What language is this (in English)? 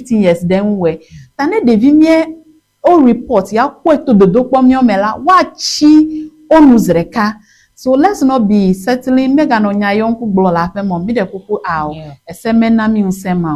Ewe